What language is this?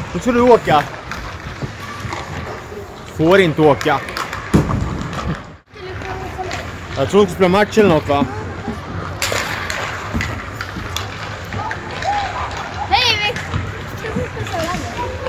Swedish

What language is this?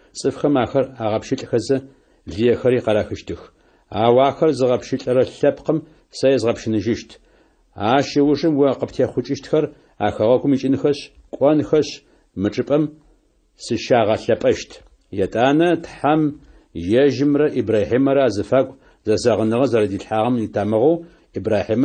Adyghe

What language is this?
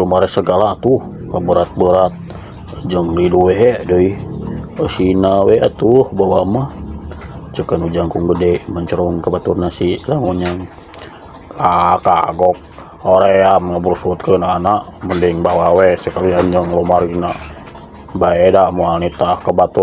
Sundanese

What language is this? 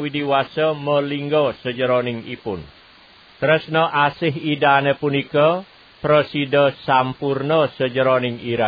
Balinese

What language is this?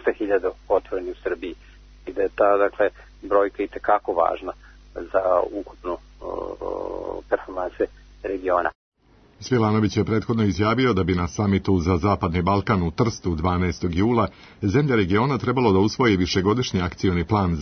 Serbian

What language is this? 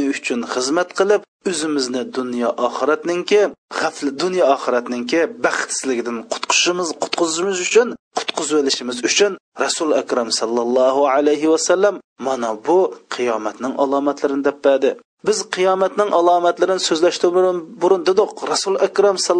Uyghur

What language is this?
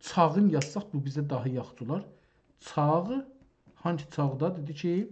South Azerbaijani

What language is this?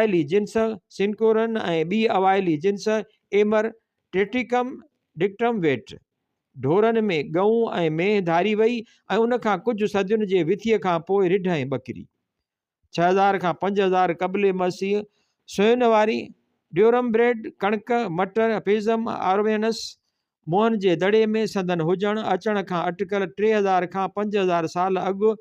Sindhi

